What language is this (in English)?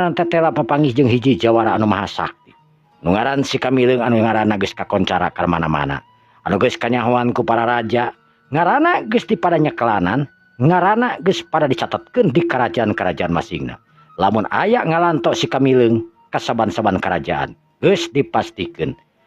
Sundanese